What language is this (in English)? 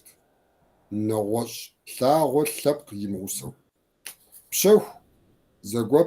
Kabardian